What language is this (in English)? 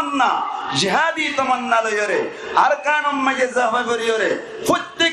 Rohingya